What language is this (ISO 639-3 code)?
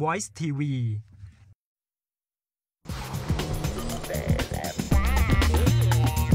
tha